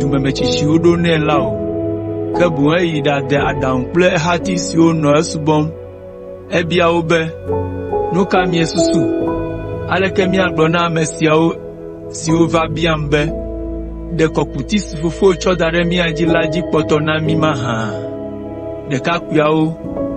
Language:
Ewe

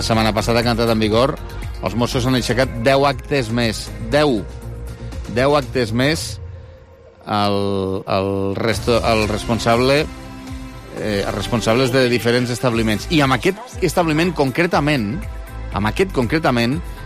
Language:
Catalan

